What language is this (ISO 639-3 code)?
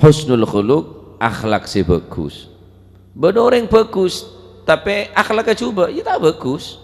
mad